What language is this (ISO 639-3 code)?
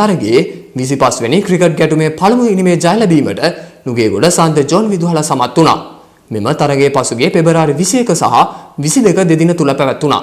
sin